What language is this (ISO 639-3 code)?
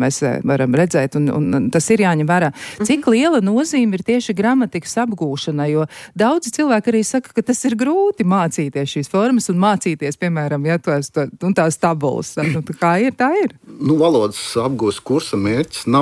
lav